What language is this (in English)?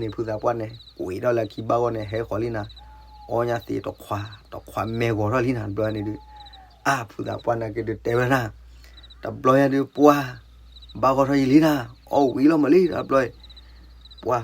S'gaw Karen